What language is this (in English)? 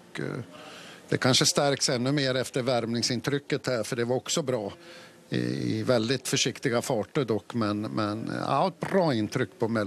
Swedish